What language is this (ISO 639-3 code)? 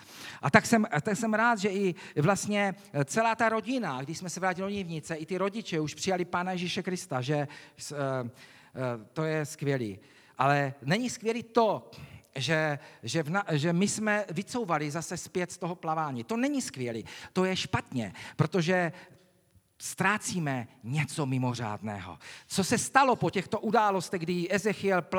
ces